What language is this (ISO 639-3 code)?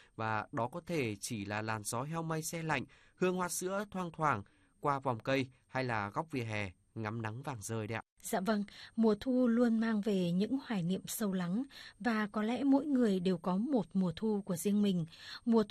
vie